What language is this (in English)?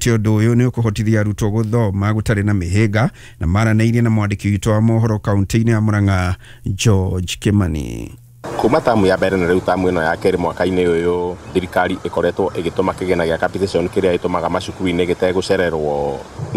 Kikuyu